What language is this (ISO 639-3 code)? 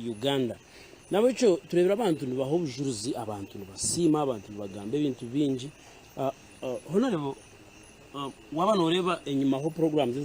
nyn